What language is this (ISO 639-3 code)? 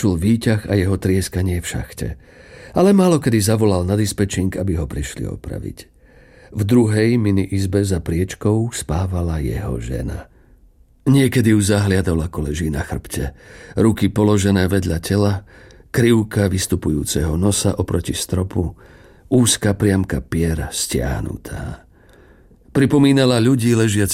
slk